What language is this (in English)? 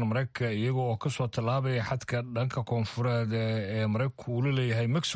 Somali